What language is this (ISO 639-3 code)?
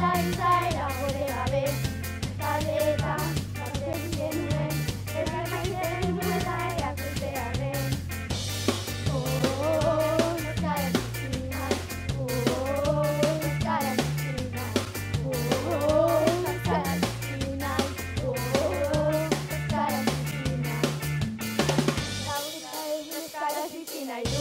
eus